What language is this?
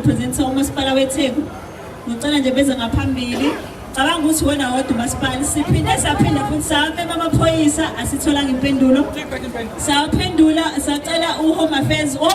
Zulu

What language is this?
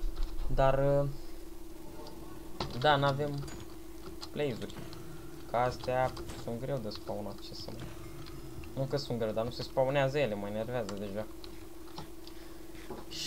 Romanian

